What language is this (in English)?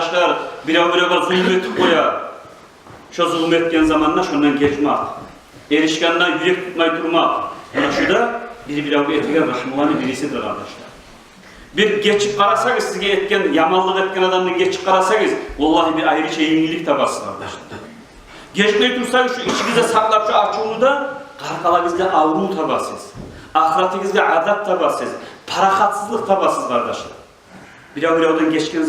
Kumyk